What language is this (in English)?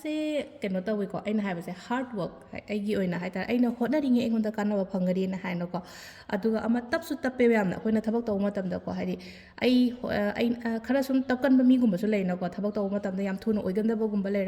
Manipuri